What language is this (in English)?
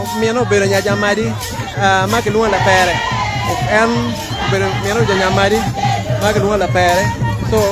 Acoli